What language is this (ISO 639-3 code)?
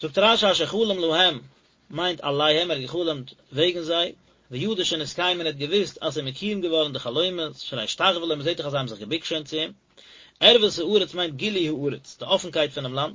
yid